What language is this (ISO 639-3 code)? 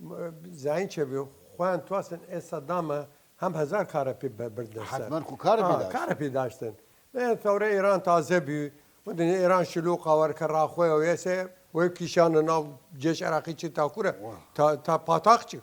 sdh